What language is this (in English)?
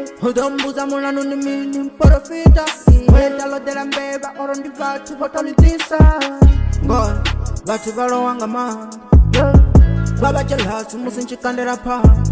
Venda